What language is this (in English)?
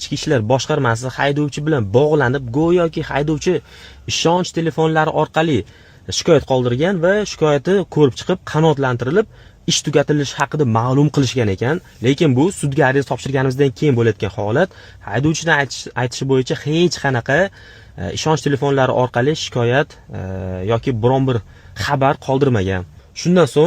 Uzbek